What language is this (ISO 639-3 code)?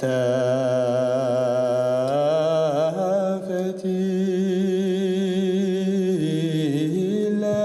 bak